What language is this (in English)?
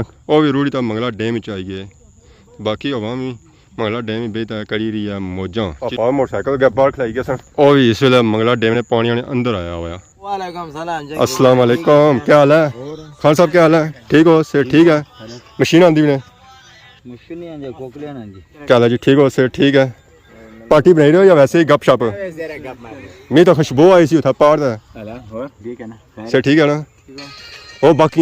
Pahari-Potwari